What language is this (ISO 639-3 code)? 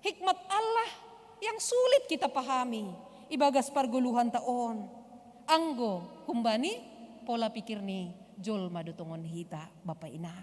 bts